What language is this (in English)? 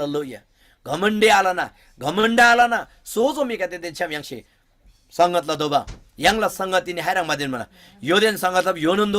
Eastern Tamang